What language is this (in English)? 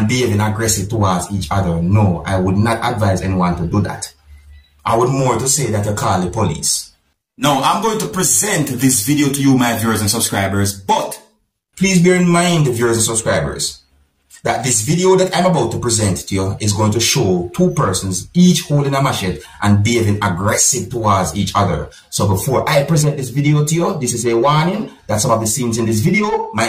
Jamaican Creole English